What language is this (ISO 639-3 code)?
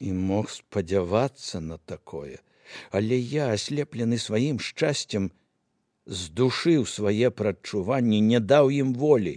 bel